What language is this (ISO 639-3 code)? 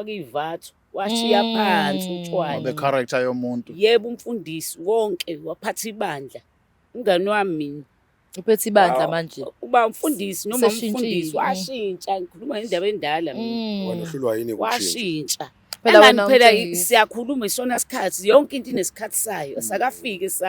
zul